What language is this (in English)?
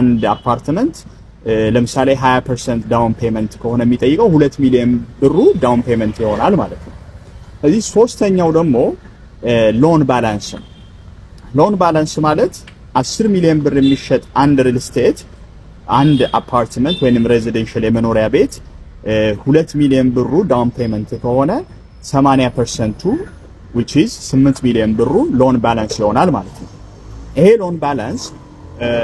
Amharic